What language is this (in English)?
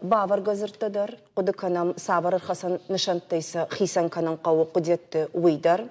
Ossetic